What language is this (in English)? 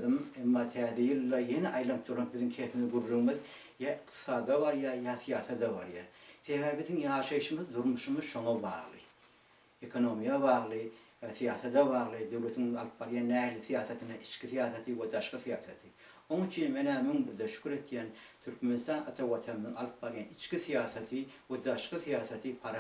Turkmen